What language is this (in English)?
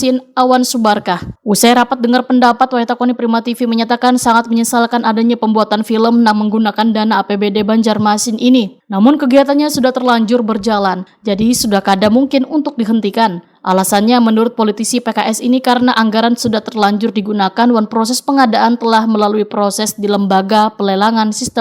Banjar